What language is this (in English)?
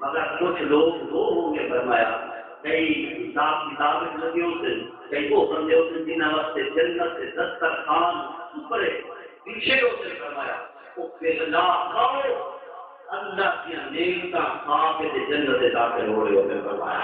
Saraiki